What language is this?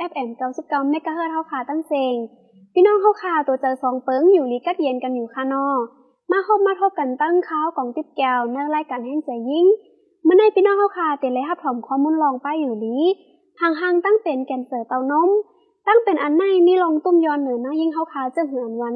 Shan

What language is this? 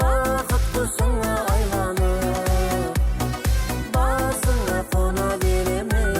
Kara-Kalpak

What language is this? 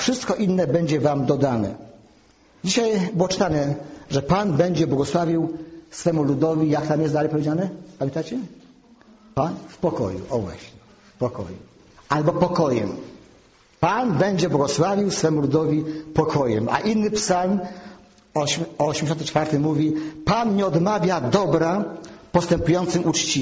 Polish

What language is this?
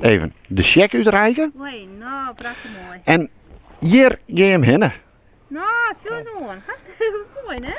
Western Frisian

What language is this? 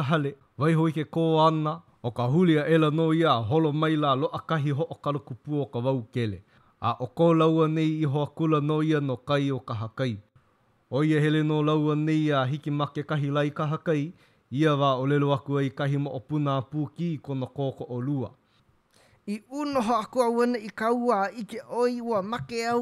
Hawaiian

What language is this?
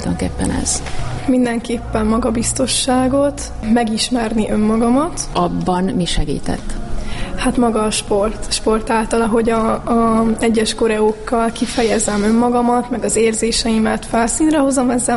Hungarian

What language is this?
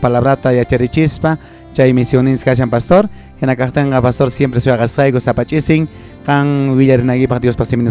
South Bolivian Quechua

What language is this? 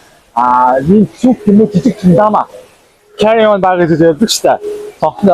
Mongolian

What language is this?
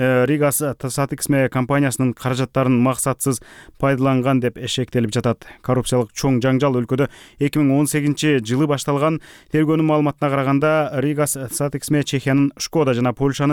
Kyrgyz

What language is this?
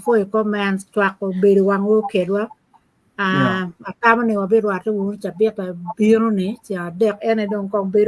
Acoli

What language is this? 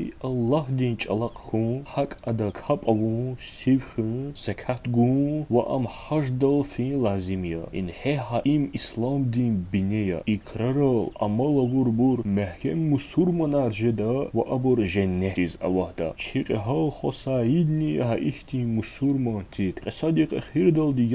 Lezghian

